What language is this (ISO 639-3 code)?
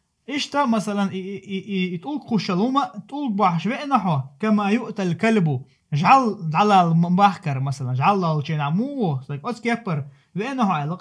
che